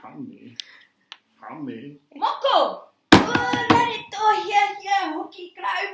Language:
Māori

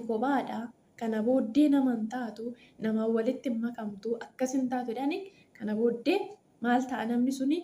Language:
Oromo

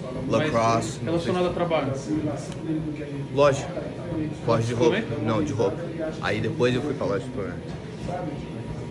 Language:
Portuguese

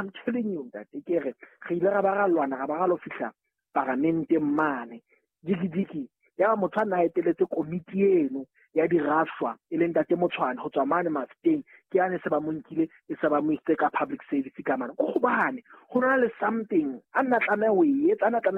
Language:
Southern Sotho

